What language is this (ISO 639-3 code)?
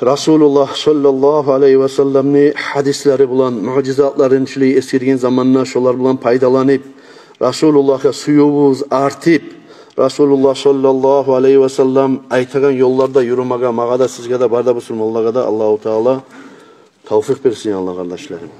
kum